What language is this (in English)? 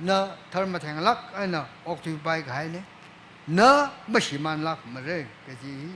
Tangkhul Naga (India)